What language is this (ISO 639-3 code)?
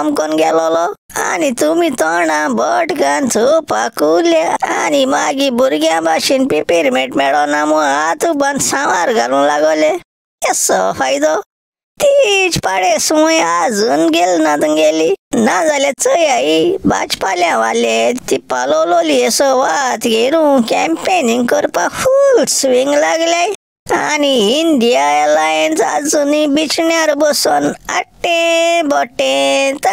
kok